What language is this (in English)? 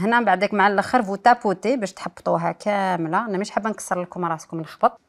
Algerian Arabic